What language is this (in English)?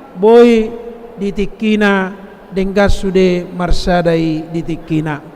Batak Toba